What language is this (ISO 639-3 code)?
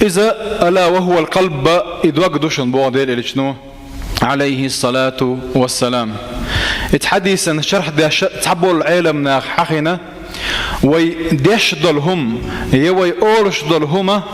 che